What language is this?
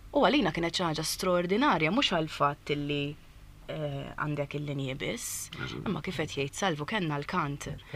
Maltese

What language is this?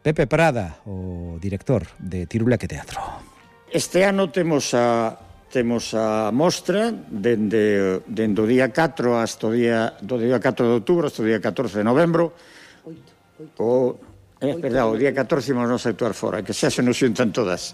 Galician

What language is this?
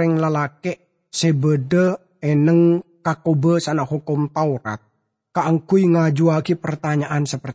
Madurese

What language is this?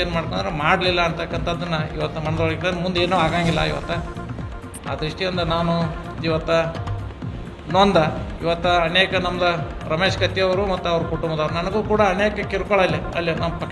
Kannada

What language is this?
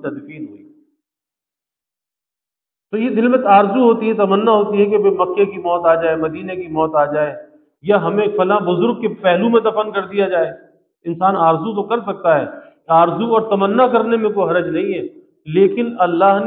Urdu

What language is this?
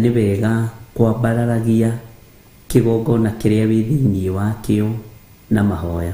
Kikuyu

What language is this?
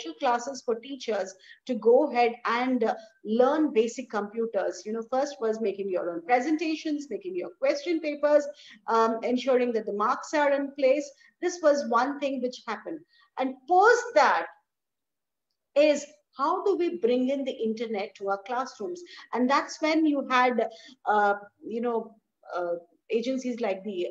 English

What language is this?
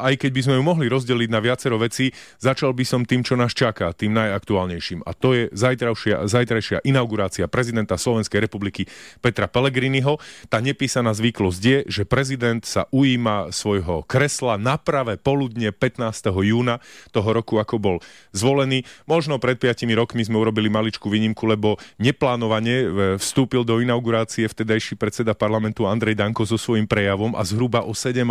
Slovak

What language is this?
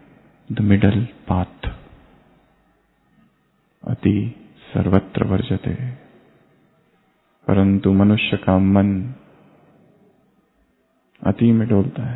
Hindi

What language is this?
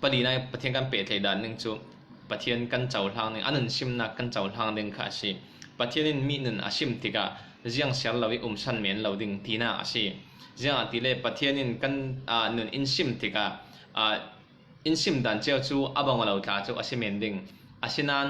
Falam Chin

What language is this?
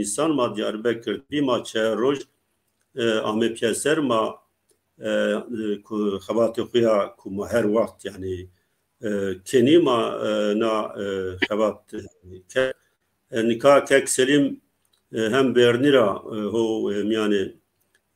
Zaza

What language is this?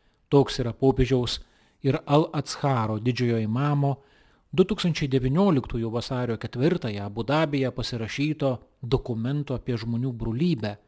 Lithuanian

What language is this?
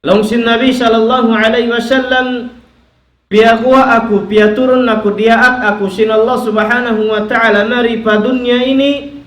Tausug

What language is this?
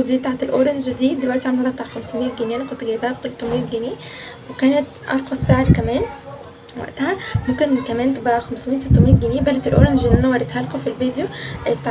Egyptian Arabic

